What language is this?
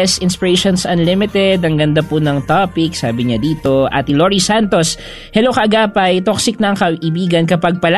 Filipino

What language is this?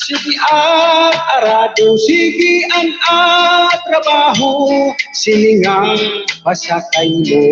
Waray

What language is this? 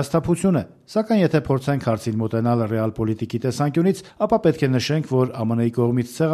Armenian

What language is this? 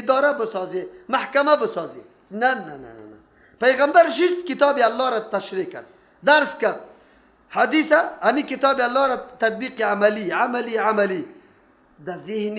Persian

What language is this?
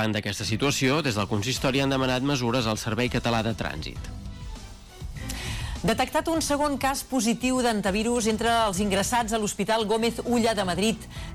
Catalan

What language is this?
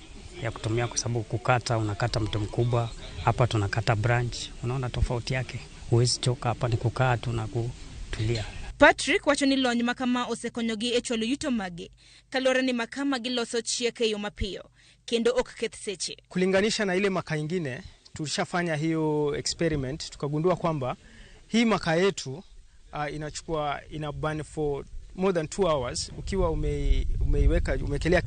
Luo (Kenya and Tanzania)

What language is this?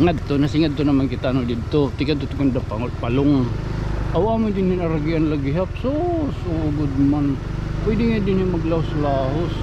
Waray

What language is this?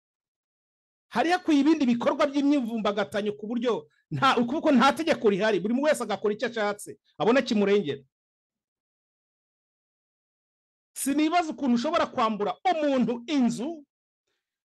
Kinyarwanda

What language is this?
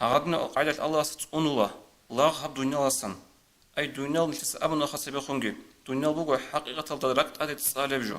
Avaric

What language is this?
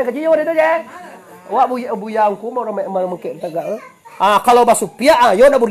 Minangkabau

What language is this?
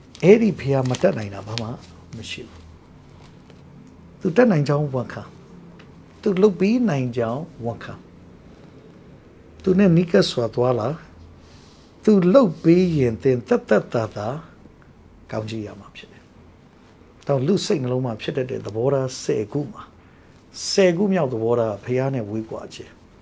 Burmese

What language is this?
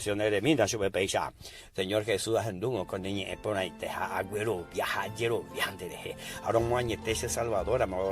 Guarani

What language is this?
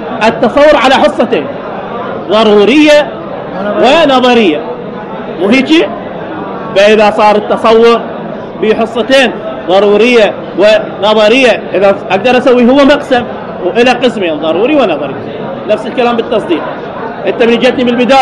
Mesopotamian Arabic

